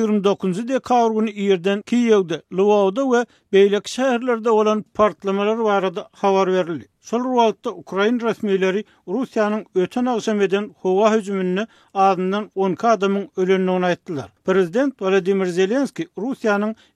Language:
Turkmen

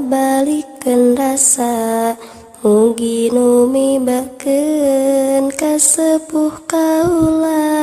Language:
Sundanese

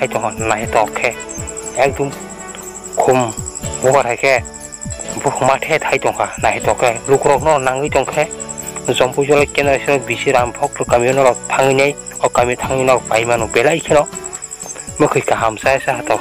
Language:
Kok Borok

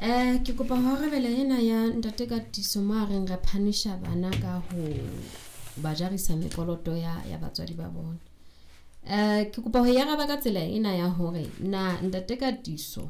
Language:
Southern Sotho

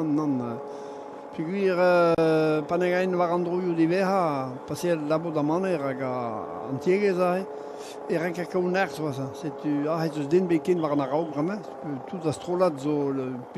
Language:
Breton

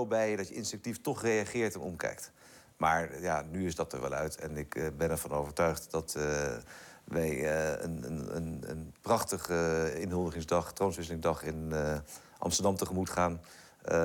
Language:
Dutch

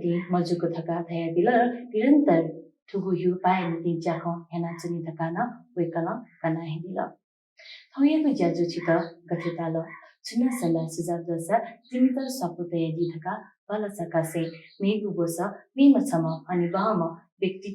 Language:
Newari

